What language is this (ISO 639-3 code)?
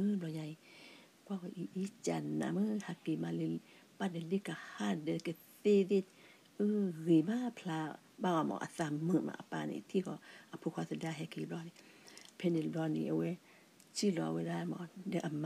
ksw